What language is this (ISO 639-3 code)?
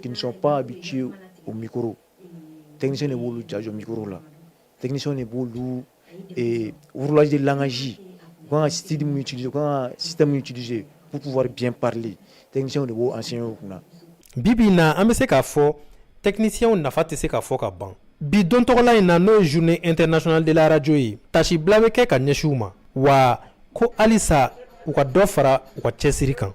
bam